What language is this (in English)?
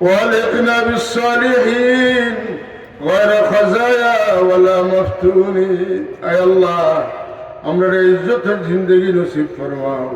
Sylheti